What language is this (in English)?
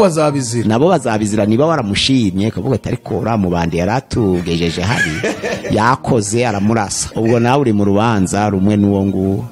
Kinyarwanda